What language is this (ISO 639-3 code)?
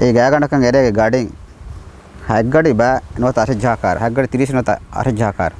div